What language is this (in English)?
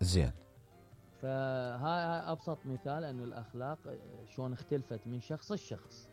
Mesopotamian Arabic